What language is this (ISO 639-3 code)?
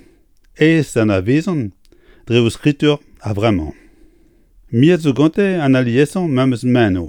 bre